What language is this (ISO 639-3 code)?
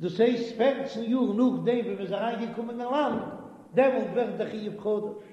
yid